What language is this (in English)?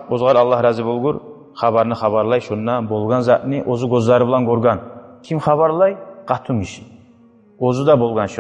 Kumyk